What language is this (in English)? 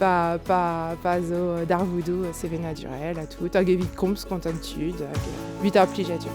Breton